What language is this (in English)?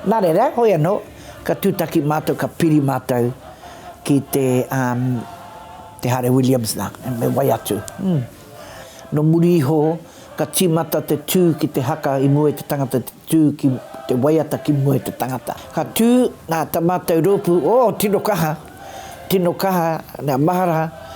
Māori